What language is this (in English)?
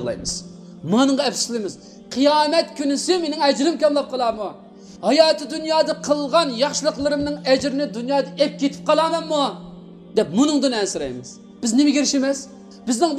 Uyghur